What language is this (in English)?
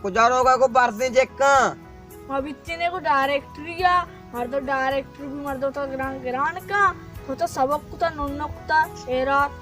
Baluchi